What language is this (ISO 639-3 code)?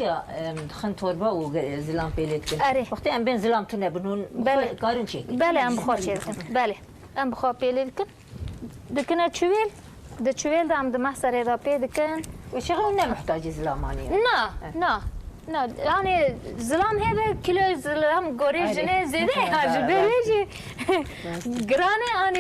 kur